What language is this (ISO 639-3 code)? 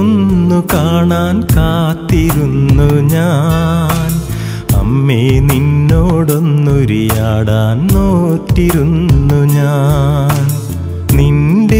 mal